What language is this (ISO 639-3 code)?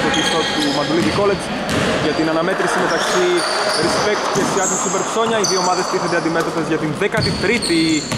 ell